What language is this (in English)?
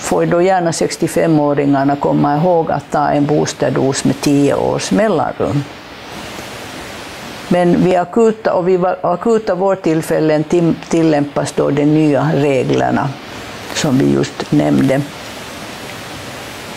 Swedish